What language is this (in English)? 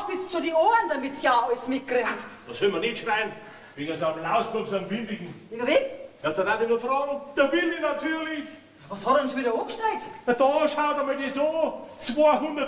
Bavarian